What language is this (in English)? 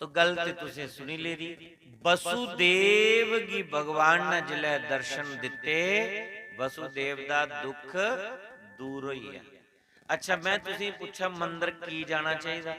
Dogri